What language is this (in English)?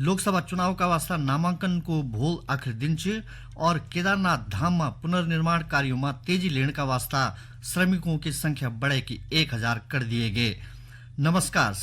Garhwali